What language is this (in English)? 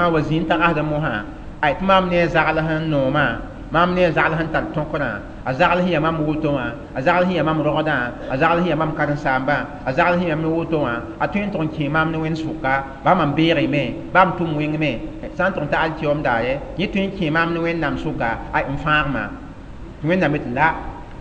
Mossi